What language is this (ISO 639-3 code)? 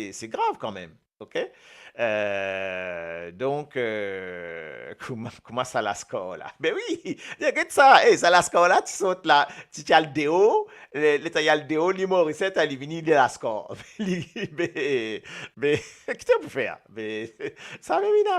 mfe